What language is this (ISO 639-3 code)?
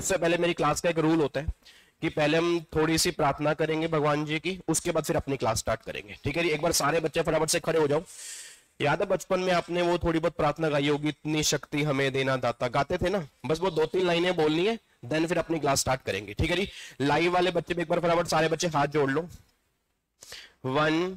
hin